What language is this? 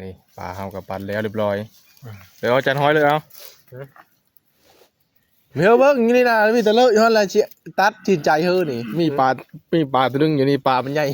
Northeastern Thai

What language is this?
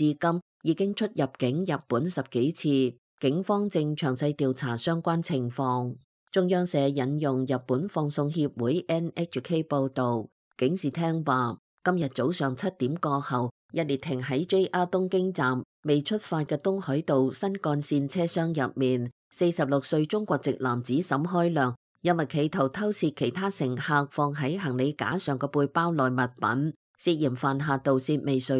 Cantonese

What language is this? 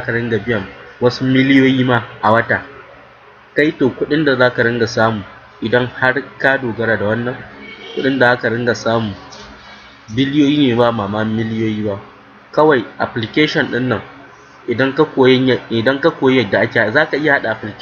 Hausa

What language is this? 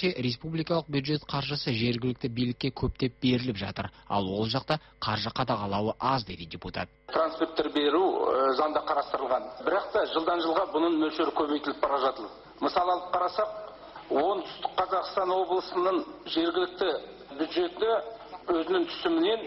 Kazakh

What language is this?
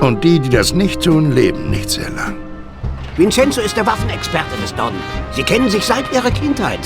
Bavarian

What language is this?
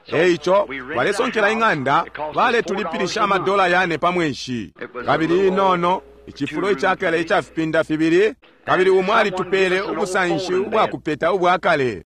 Bemba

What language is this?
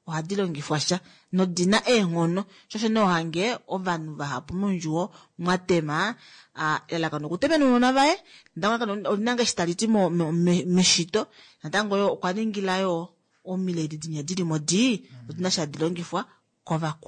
Kuanyama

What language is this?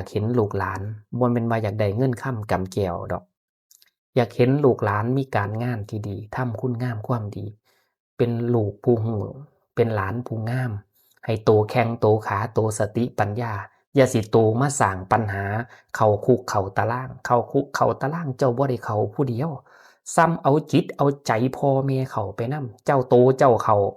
Northeastern Thai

